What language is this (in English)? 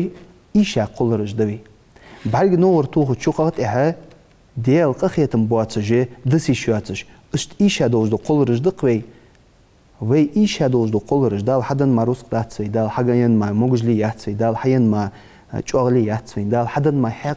Ingush